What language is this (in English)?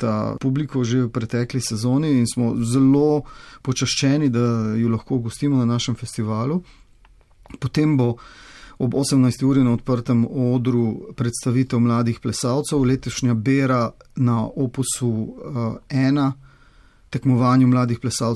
Slovenian